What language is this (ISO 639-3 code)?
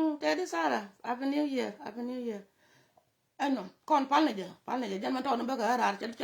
nus